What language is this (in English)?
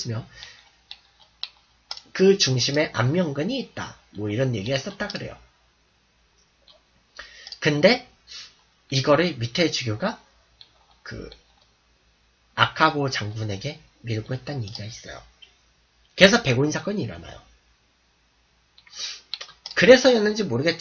Korean